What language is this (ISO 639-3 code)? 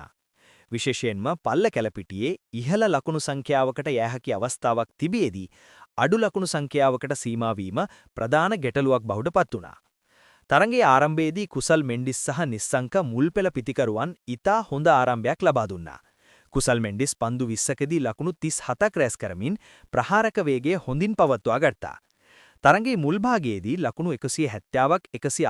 sin